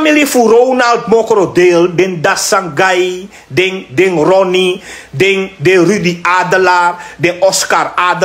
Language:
Sranan Tongo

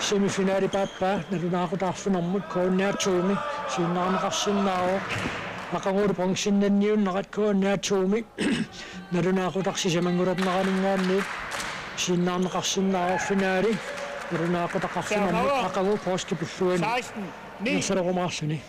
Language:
Kalaallisut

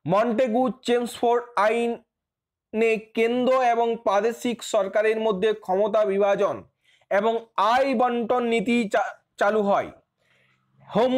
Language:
Bangla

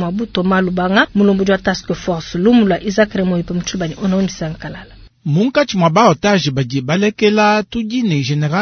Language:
Luba-Lulua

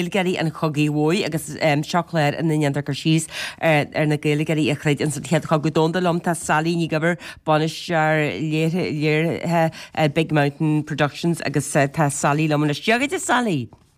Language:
Irish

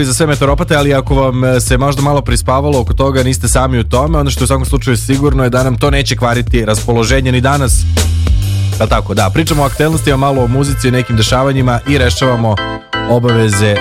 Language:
Serbian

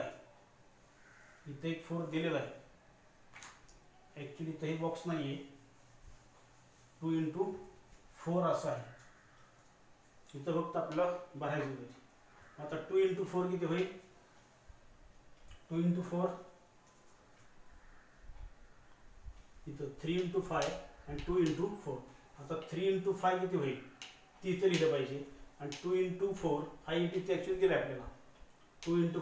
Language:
Marathi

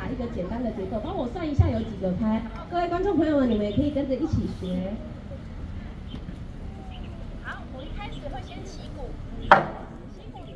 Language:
Chinese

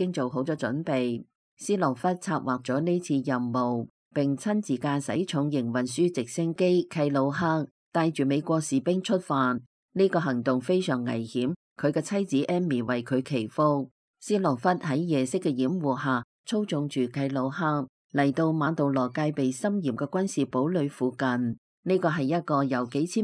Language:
Cantonese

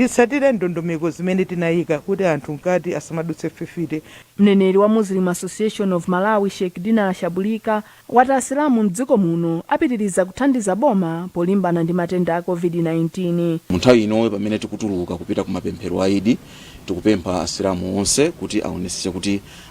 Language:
Nyanja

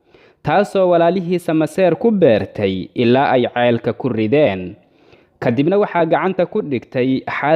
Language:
Somali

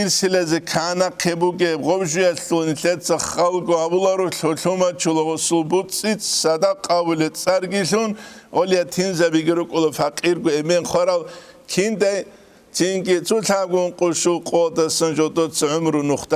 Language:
Avaric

